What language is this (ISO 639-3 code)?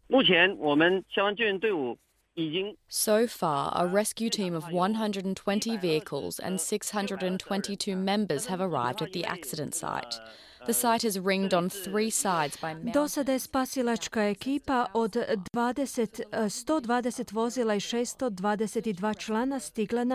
hrv